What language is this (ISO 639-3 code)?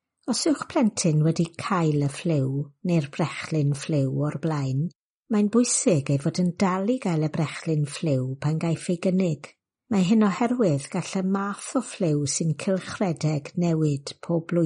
cym